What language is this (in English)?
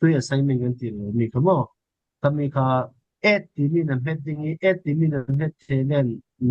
Falam Chin